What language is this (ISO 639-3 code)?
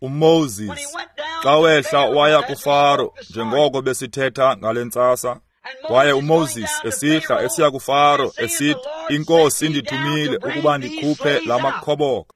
xho